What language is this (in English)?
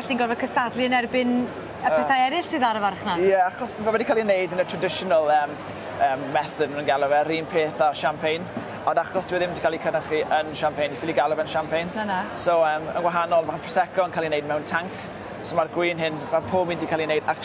Welsh